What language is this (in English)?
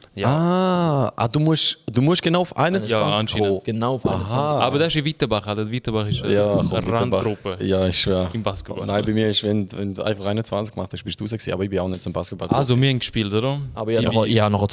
Swiss German